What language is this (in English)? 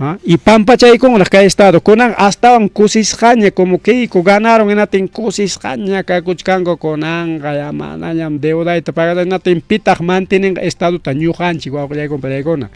Ayacucho Quechua